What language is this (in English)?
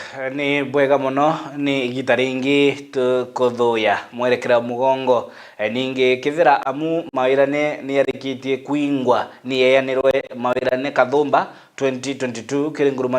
Meru